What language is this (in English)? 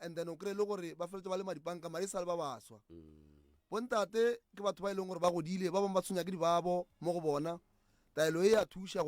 Northern Sotho